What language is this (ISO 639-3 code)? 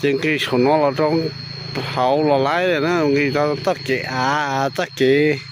hmn